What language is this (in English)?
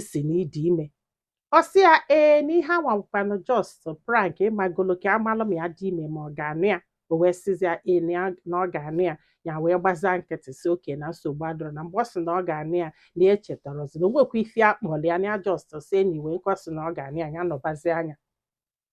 Igbo